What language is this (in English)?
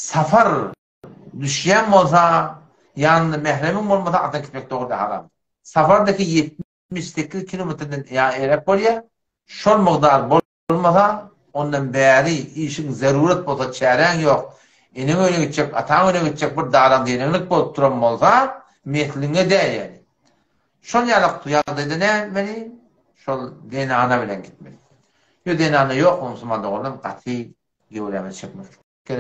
Turkmen